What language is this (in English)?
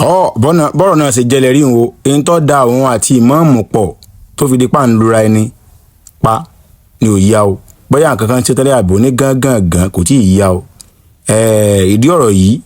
Yoruba